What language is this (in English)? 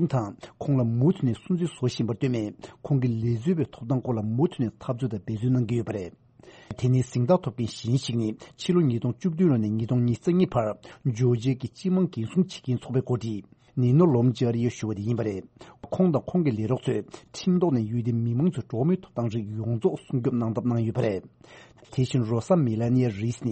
Tibetan